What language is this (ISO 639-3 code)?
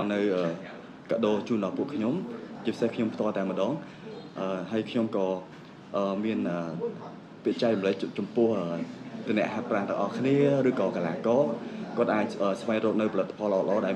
khm